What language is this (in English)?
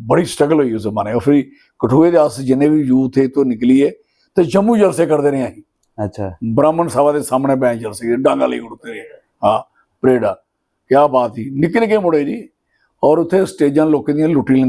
Dogri